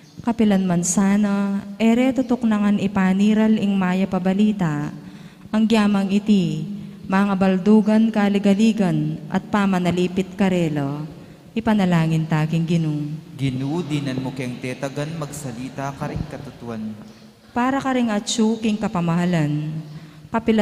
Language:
Pampanga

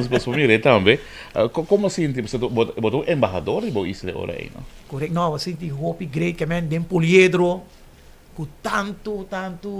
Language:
Papiamento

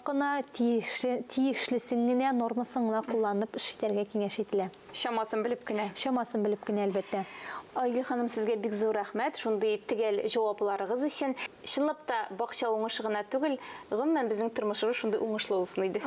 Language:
Tatar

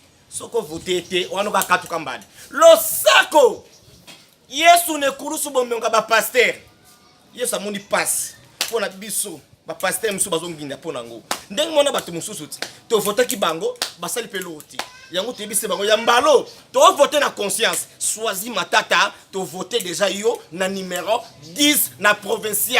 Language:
Lingala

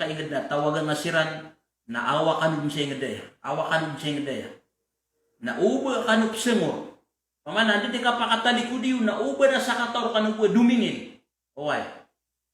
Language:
Maranao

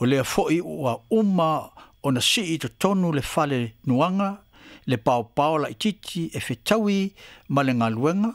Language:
Samoan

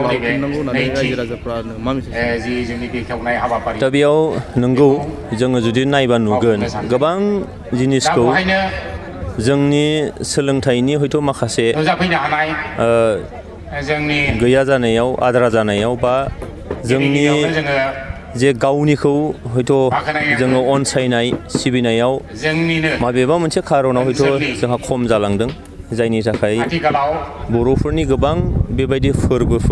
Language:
Bodo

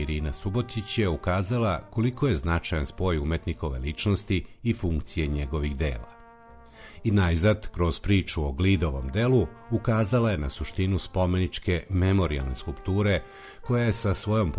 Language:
Serbian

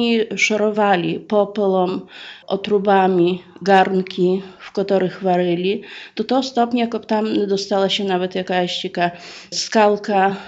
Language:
Polish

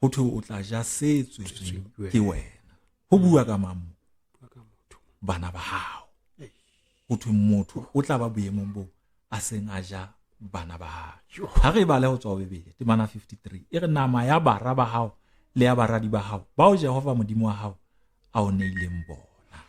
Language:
Southern Sotho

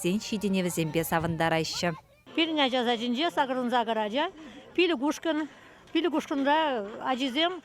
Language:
Chuvash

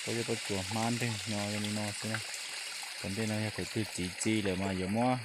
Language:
Hmong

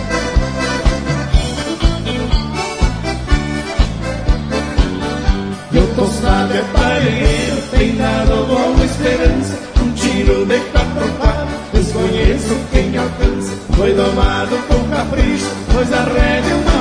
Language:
Portuguese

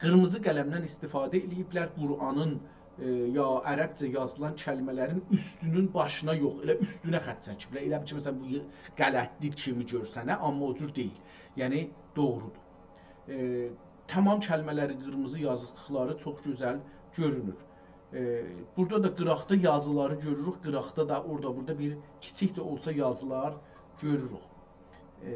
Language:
South Azerbaijani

